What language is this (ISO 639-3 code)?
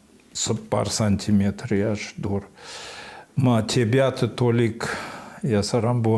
oss